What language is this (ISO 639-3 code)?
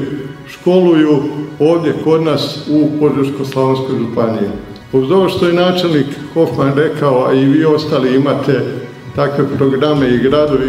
hrv